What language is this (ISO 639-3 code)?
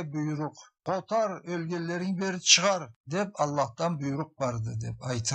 krc